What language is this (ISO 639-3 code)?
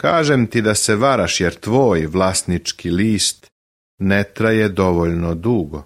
srp